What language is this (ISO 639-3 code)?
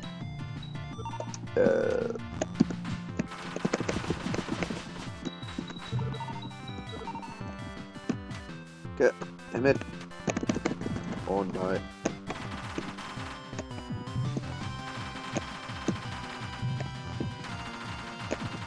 dan